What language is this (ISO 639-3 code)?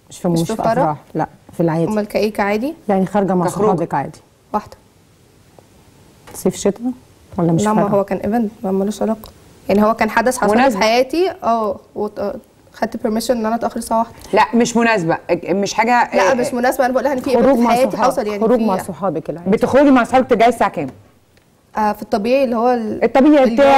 arz